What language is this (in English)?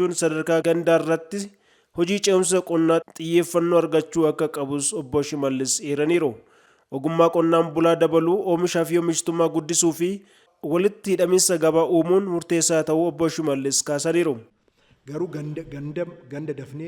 Oromo